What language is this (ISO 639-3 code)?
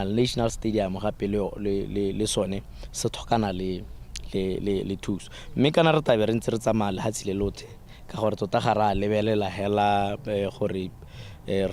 tsn